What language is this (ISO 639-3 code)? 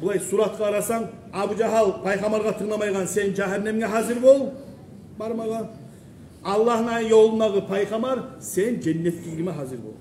kum